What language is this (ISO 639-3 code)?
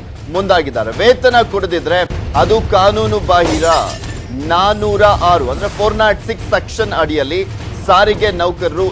kan